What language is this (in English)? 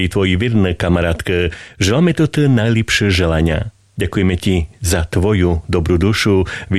Slovak